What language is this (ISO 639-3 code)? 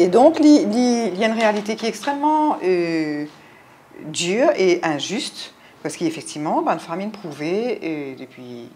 mfe